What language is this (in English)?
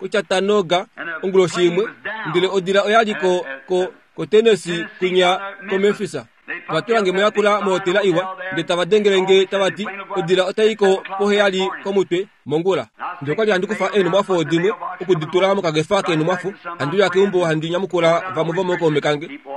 Kuanyama